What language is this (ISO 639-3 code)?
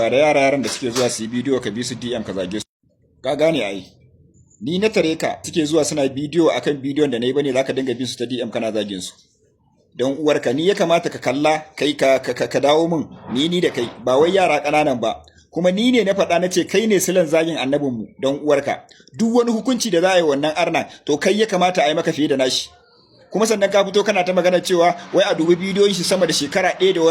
hau